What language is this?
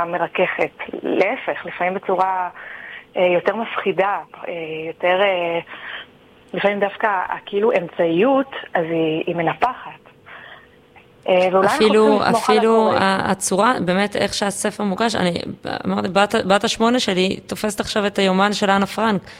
Hebrew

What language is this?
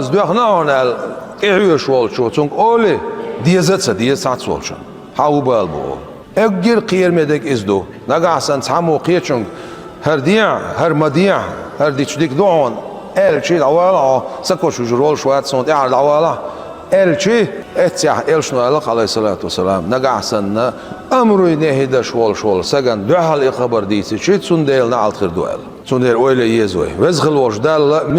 Chechen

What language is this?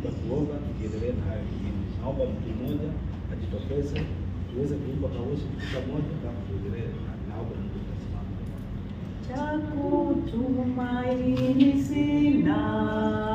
Swahili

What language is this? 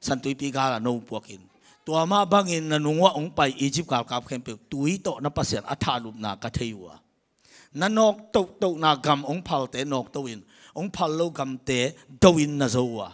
Tedim Chin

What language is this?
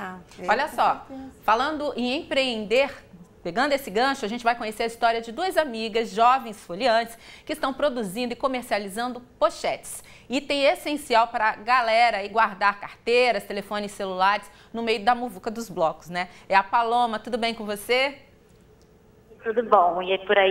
Portuguese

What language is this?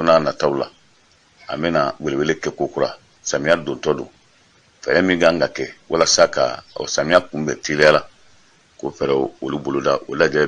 Bambara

